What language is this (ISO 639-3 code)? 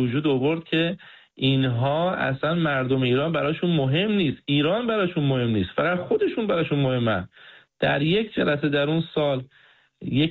fas